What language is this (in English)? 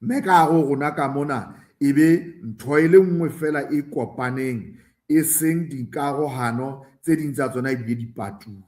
Southern Sotho